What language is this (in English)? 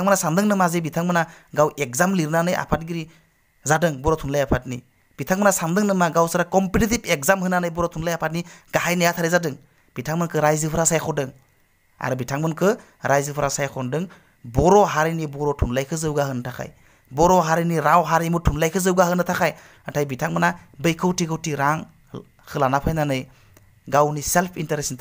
Bodo